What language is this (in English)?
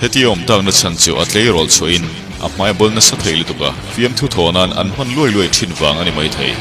Mizo